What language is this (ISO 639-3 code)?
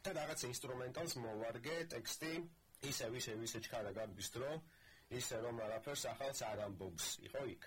kat